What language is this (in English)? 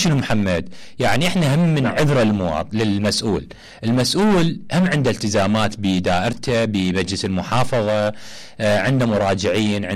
Mesopotamian Arabic